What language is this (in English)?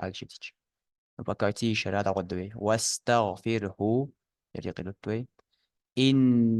Ingush